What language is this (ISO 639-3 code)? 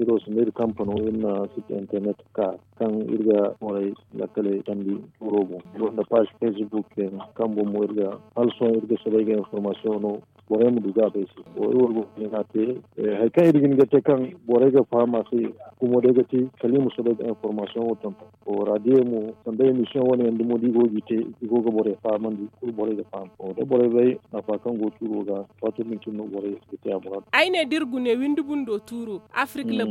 dje